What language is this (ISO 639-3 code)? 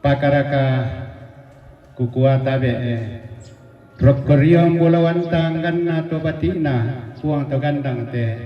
sda